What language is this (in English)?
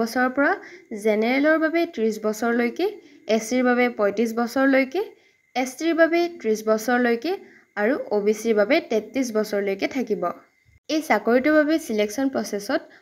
Assamese